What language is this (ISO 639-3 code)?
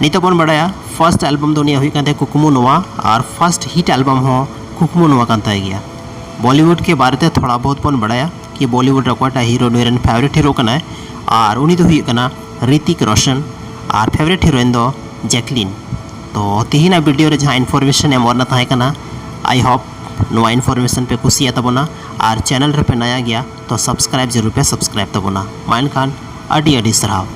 sat